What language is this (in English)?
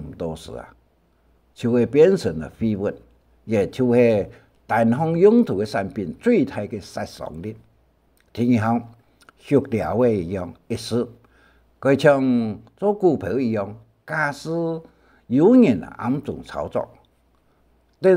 Hakka Chinese